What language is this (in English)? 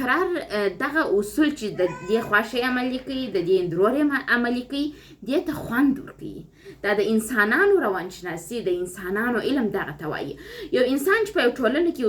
Pashto